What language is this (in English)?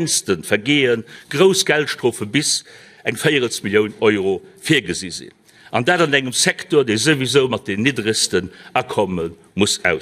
Luxembourgish